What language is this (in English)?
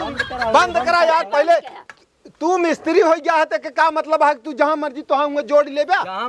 Awadhi